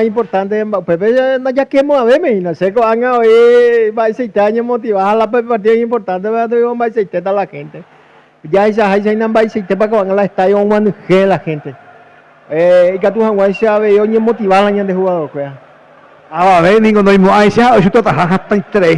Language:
Guarani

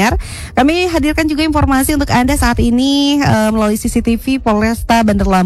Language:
Indonesian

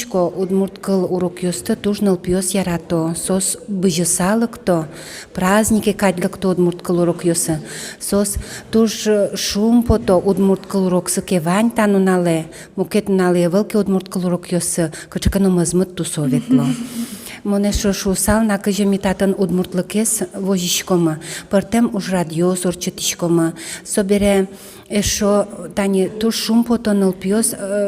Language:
Udmurt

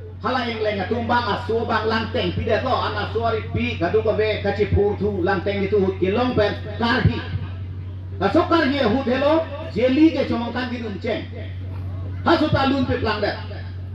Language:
Karbi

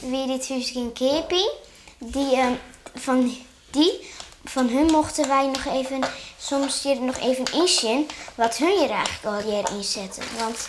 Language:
Western Frisian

